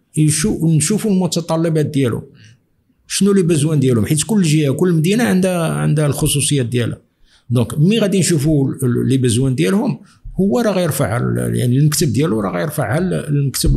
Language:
Moroccan Arabic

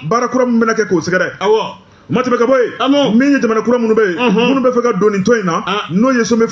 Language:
Bambara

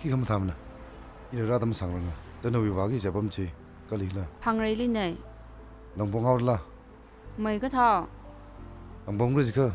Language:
Tangkhul Naga (India)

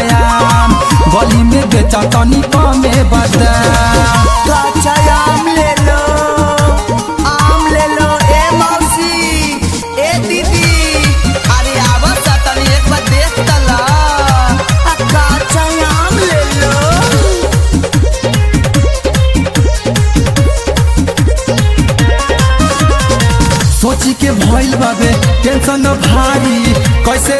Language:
Bhojpuri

